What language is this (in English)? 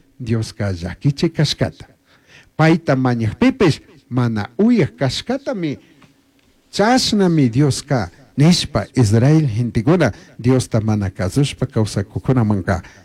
Chimborazo Highland Quichua